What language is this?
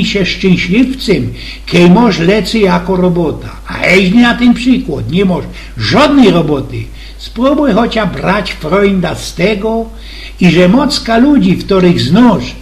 Silesian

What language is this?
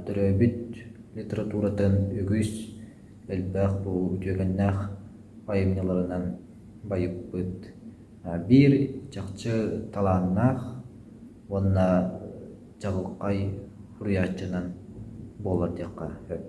Yakut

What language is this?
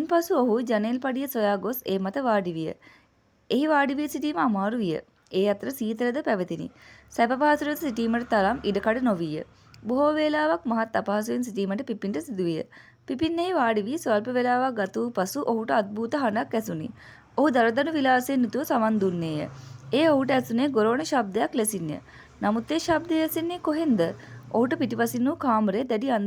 Sinhala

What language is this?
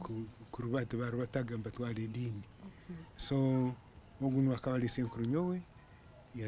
Nyankole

